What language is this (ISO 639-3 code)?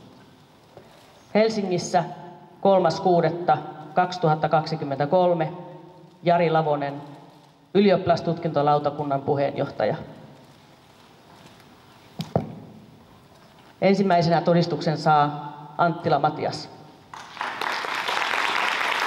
fin